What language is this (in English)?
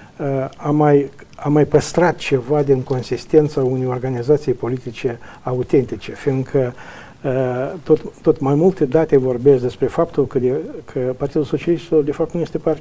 Romanian